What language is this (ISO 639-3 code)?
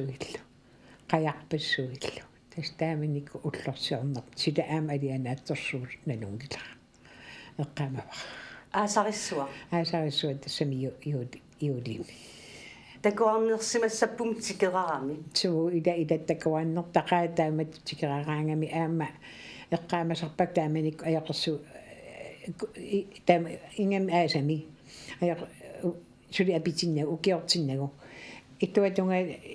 kal